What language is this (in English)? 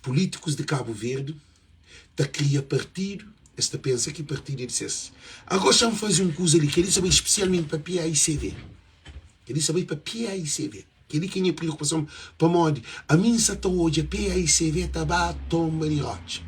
Kabuverdianu